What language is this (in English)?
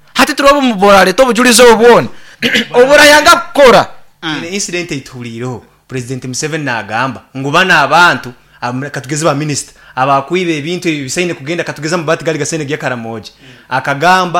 Nyoro